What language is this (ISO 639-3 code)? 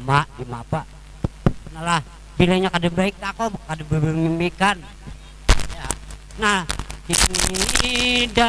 bjn